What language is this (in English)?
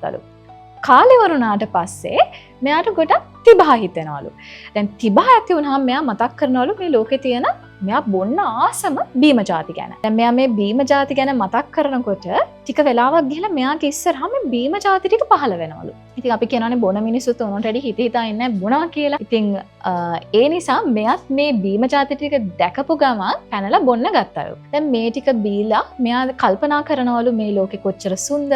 Sinhala